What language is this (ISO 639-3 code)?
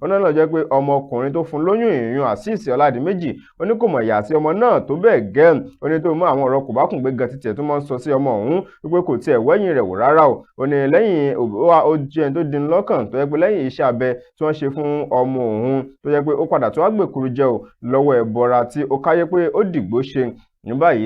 yor